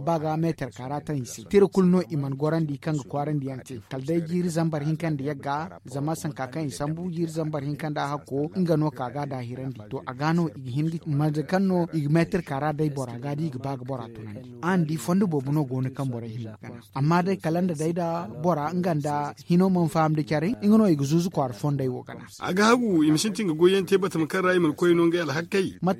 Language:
Zarma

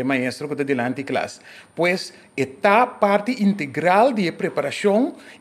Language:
Papiamento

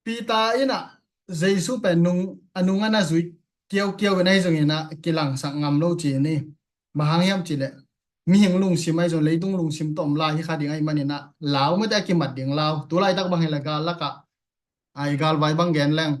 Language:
Tedim Chin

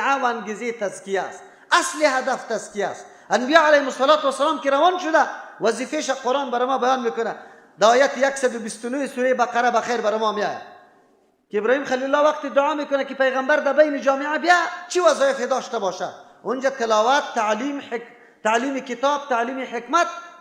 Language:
Persian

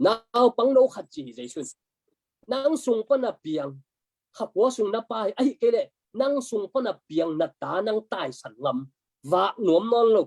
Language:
Tedim Chin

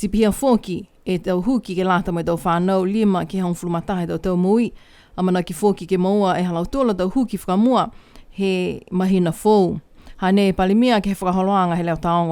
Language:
Niuean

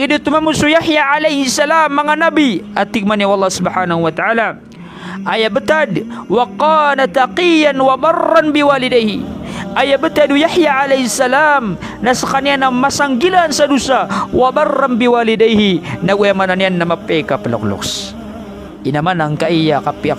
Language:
Maranao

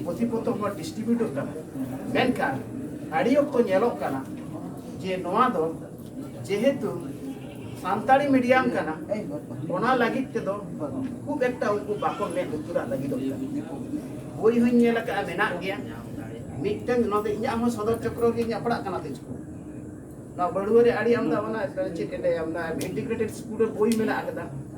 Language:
Santali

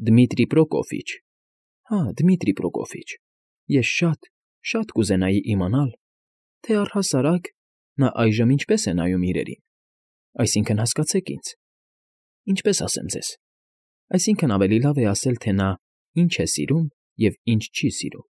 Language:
Armenian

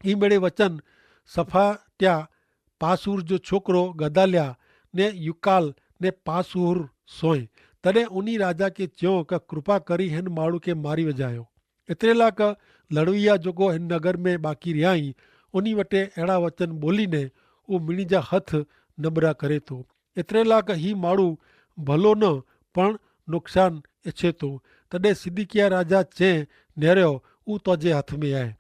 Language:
Kachhi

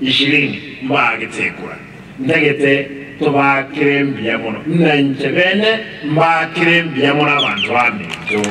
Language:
Gusii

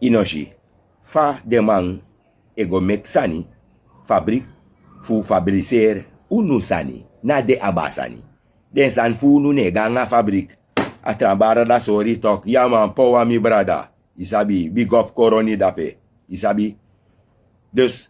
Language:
Sranan Tongo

